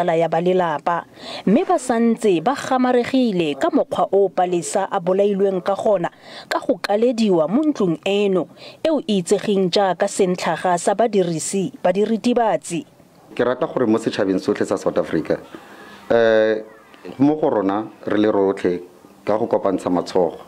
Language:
Tswana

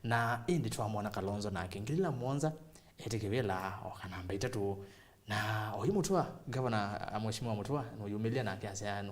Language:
Kamba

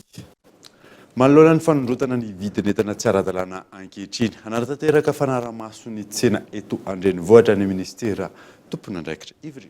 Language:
Malagasy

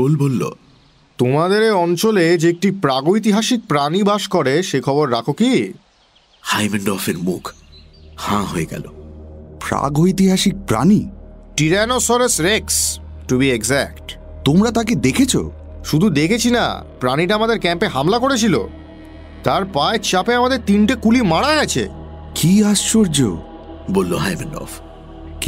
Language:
Bangla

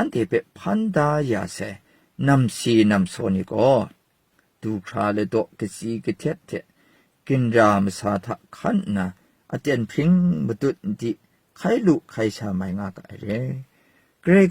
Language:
Kachin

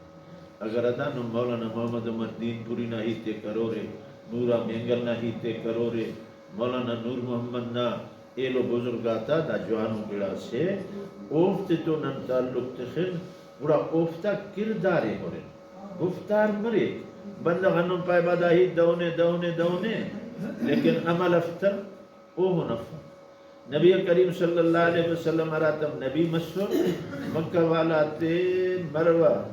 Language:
Brahui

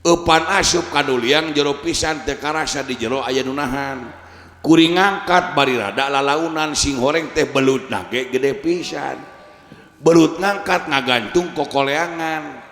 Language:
Sundanese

